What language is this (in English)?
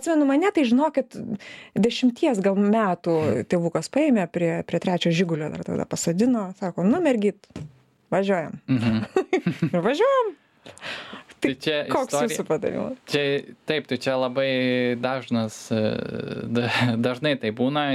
Lithuanian